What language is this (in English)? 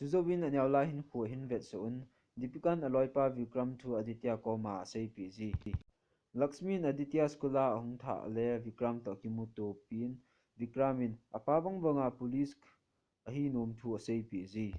Thado Chin